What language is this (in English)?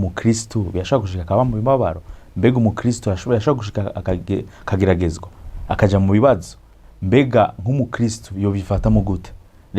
Rundi